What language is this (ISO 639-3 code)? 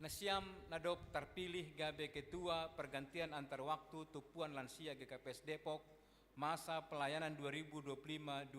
bts